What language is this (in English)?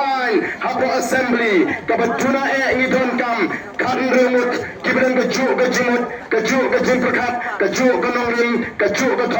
Khasi